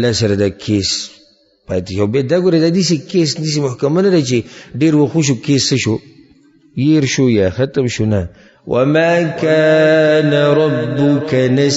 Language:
Pashto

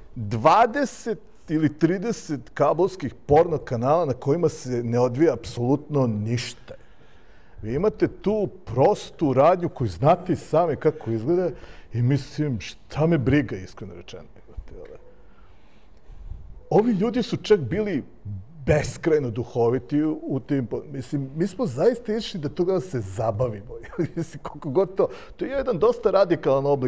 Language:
Serbian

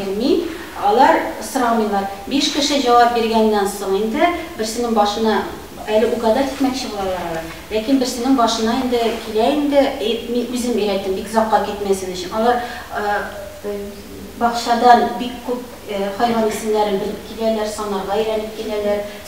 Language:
Tatar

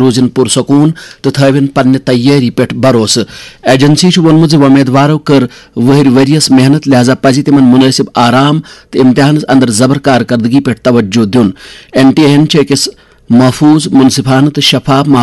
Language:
Kashmiri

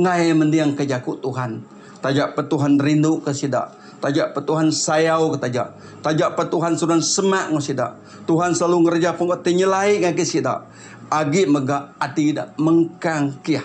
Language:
Iban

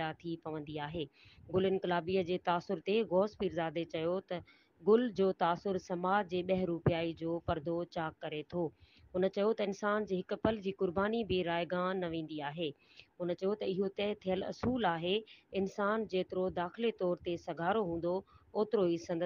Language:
Sindhi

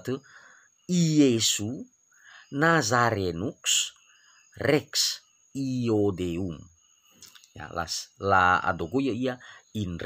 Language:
Nias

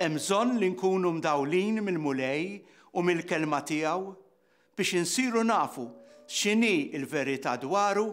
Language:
Maltese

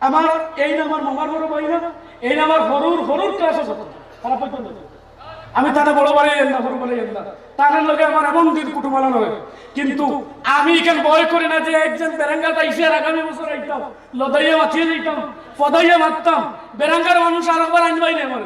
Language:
Sylheti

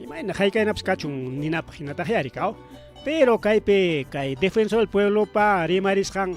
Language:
Ayacucho Quechua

